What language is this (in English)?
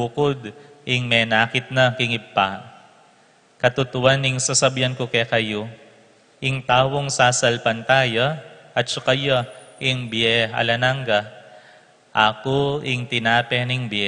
Pampanga